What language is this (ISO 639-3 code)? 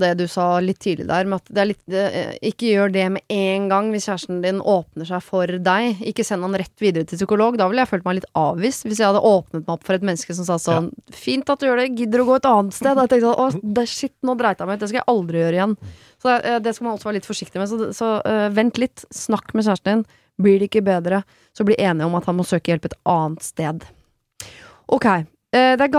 nor